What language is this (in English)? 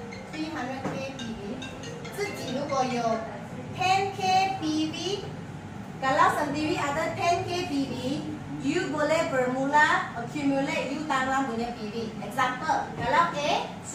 Malay